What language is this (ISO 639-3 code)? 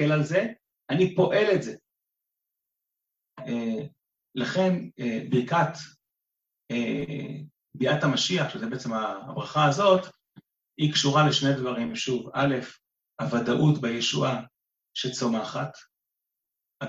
heb